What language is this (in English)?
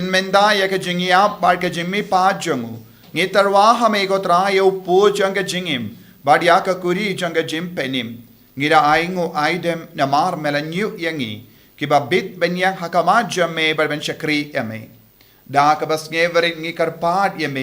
Khasi